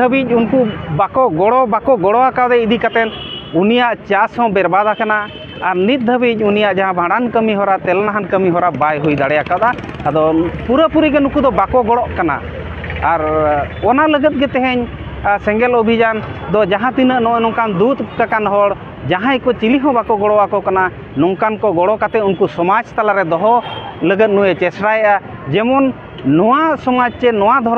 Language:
Santali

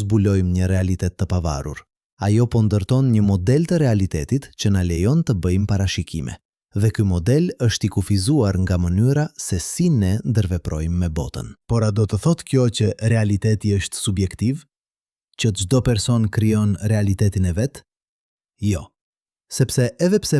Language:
Albanian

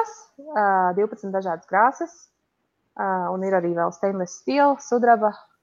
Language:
Latvian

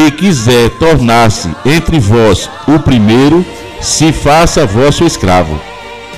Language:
Portuguese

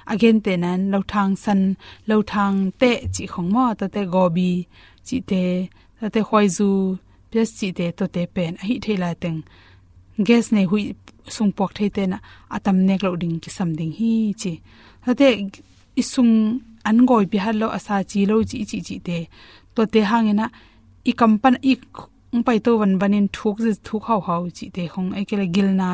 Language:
Tedim Chin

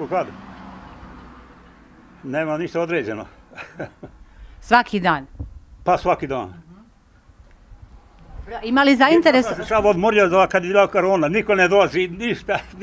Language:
Serbian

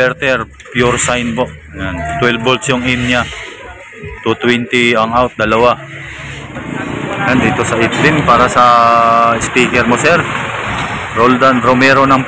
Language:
Filipino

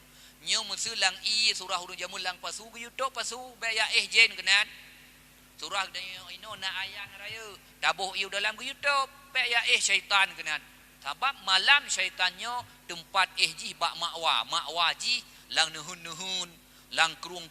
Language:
Achinese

